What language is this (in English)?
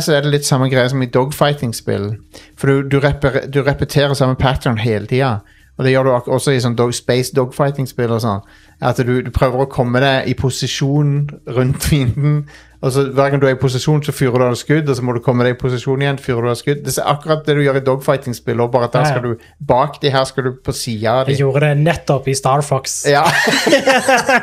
Norwegian